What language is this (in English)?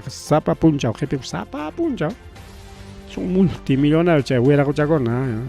Ayacucho Quechua